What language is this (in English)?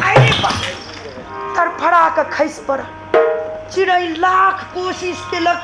Maithili